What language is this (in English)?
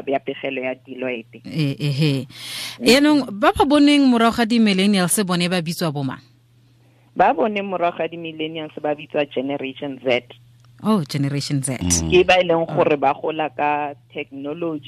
Tswana